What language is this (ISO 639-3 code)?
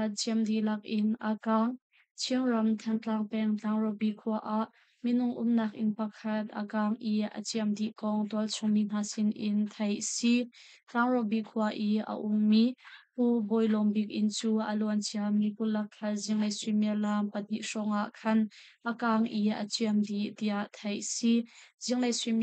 cnh